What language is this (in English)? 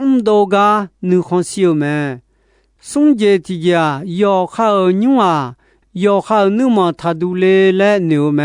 Akha